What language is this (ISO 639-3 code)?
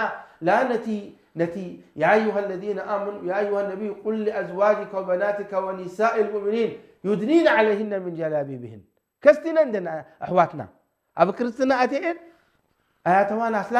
tir